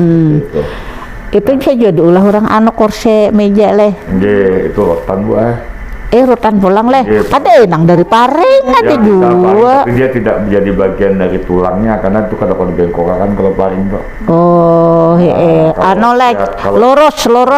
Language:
Banjar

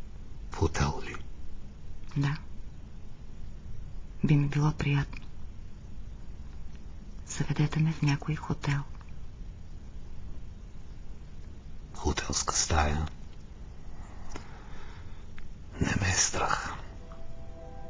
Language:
Bulgarian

